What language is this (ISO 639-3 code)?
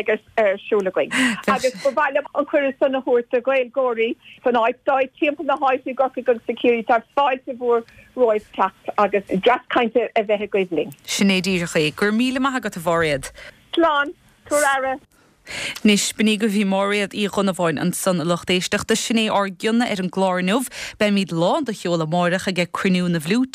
gle